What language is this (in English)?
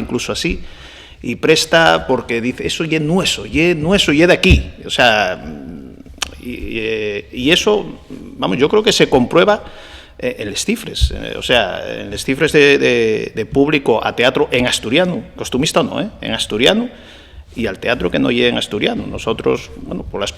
Asturian